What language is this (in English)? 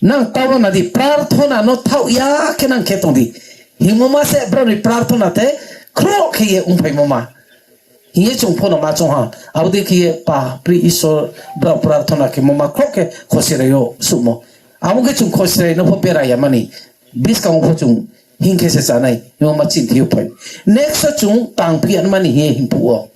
Riang (India)